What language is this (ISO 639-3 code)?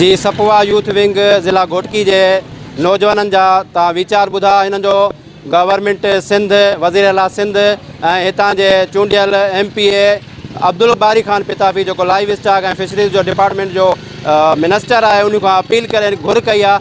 snd